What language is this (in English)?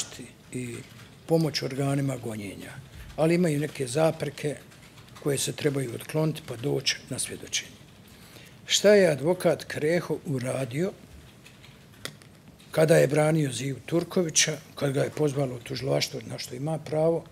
Bosnian